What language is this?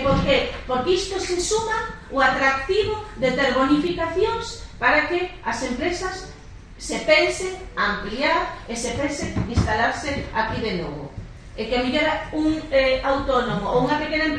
Galician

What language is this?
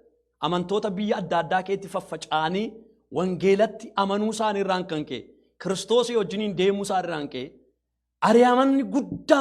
Oromo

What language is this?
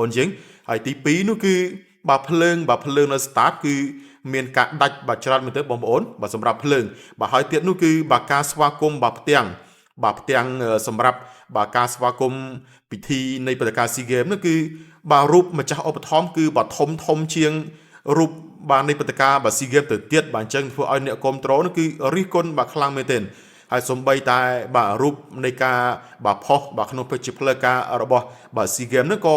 Khmer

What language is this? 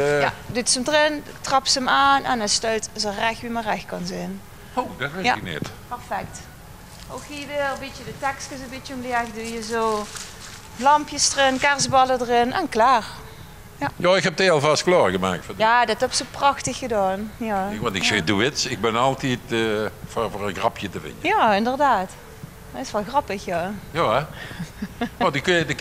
Limburgish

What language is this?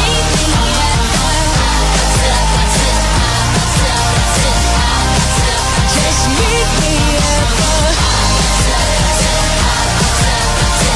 Portuguese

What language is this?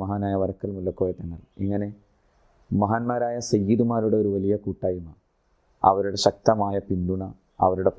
Malayalam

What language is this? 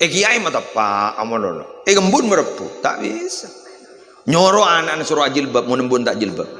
Madurese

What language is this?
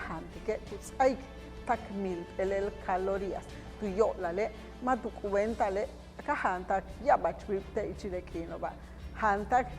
Yucateco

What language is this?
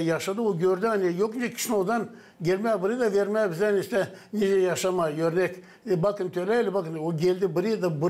Gagauz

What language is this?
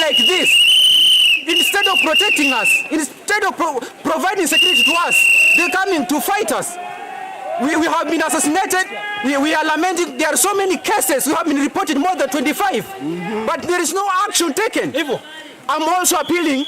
Kamba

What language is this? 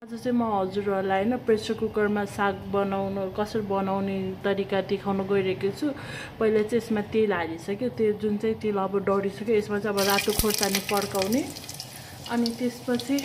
Nepali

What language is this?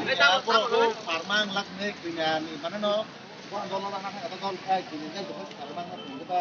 Kok Borok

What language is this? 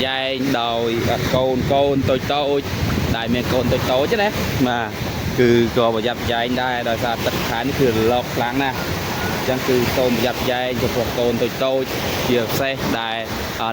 Khmer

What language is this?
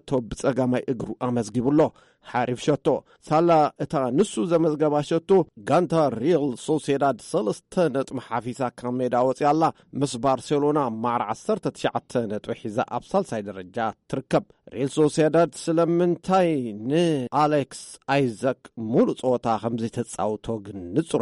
Tigrinya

